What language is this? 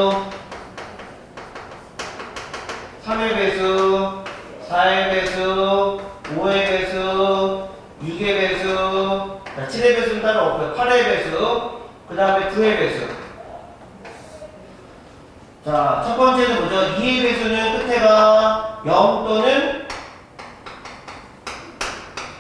Korean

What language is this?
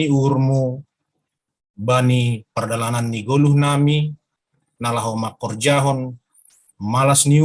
Batak Simalungun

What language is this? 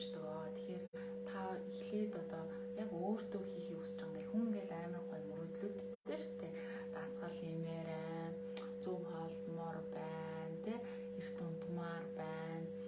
Mongolian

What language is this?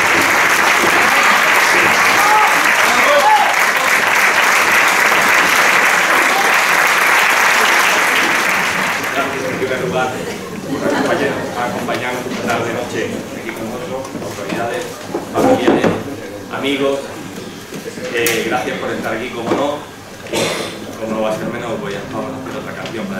Spanish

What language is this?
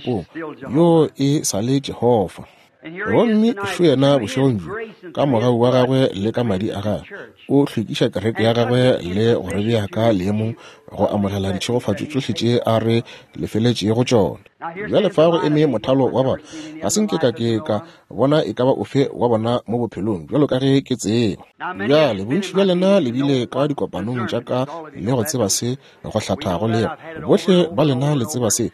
Northern Sotho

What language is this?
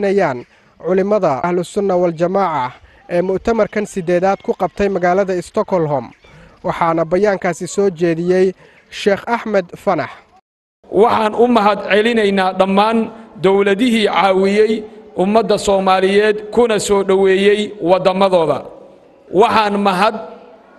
Somali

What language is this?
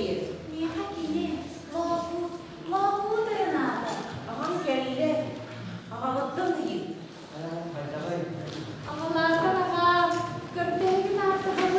Yakut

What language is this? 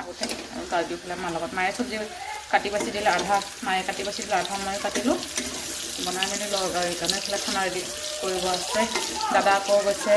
Assamese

